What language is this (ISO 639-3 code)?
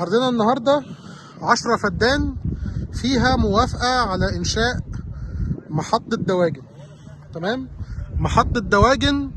arz